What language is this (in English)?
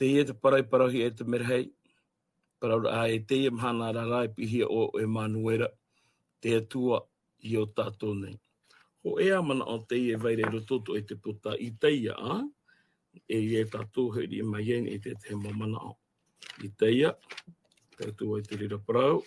Tahitian